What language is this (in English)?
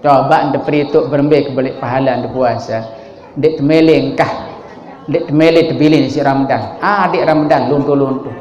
Sasak